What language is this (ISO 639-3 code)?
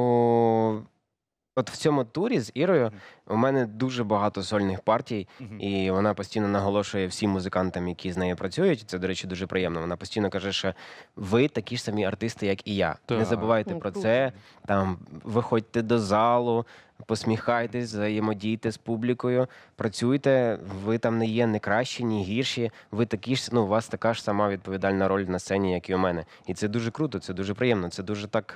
ukr